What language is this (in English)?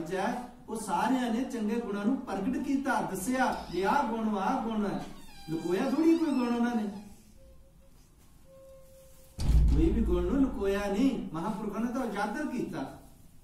Punjabi